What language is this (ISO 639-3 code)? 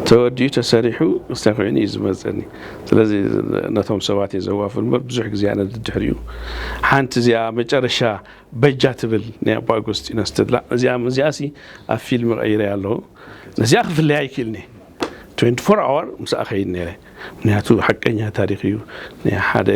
tir